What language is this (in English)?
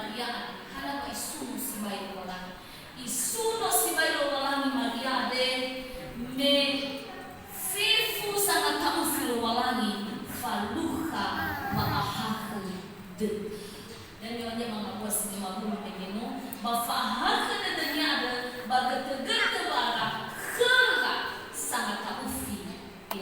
Nias